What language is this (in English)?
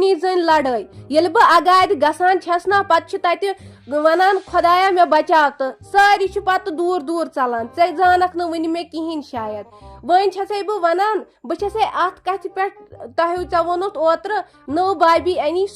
Kashmiri